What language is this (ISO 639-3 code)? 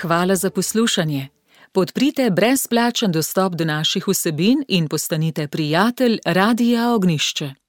slv